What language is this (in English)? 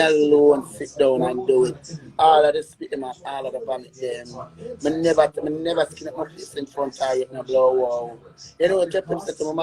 Jamaican Creole English